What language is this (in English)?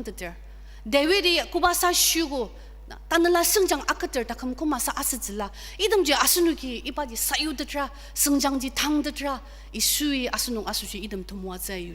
Ao Naga